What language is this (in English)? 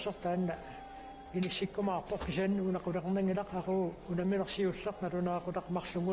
Kalaallisut